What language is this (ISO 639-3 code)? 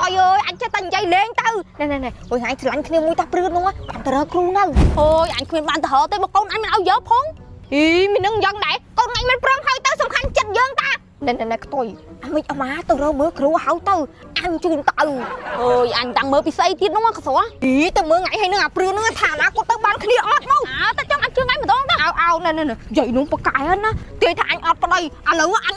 khm